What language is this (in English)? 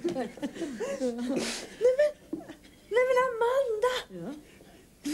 Swedish